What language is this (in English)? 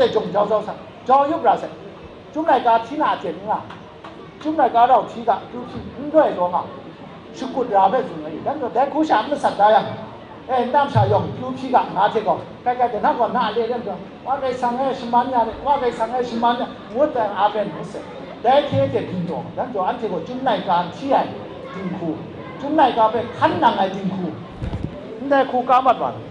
Kachin